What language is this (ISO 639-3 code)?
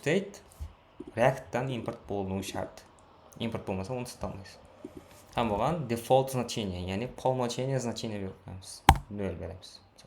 kaa